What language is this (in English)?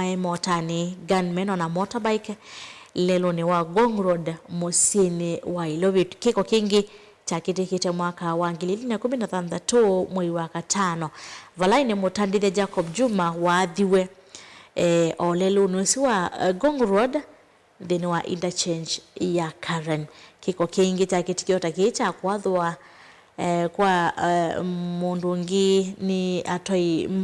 Kamba